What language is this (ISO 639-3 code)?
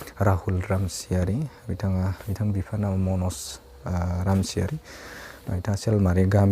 brx